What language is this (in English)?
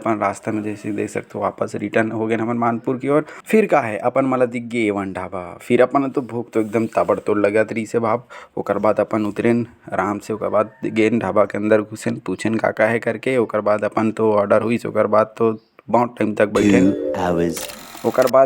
Chhattisgarhi